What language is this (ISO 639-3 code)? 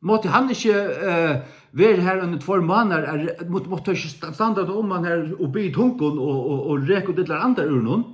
fao